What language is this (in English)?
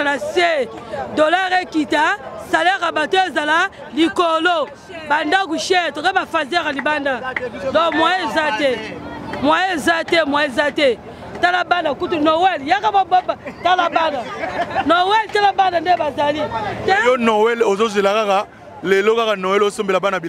Lingala